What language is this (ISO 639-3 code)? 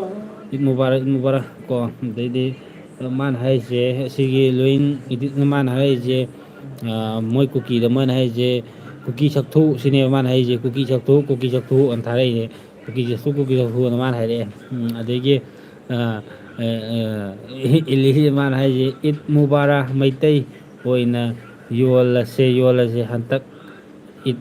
mni